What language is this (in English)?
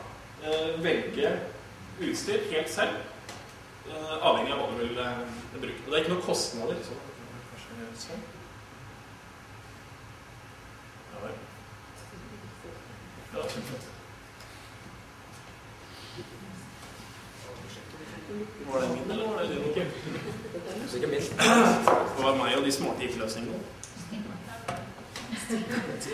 Norwegian